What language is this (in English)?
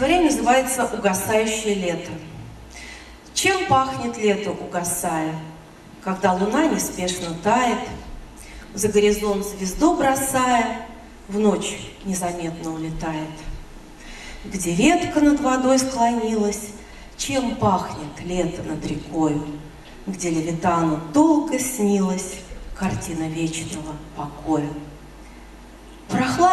Russian